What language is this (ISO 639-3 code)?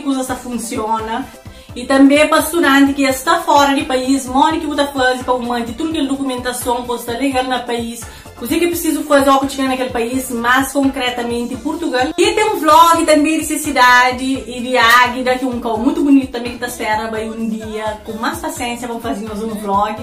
kea